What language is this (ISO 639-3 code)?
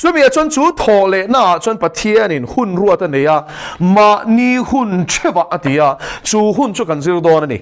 lus